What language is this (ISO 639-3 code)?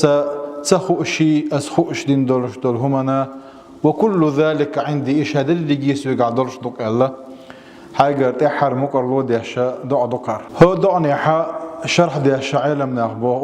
che